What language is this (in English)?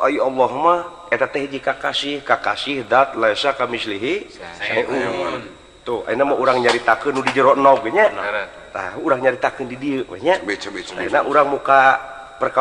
Sundanese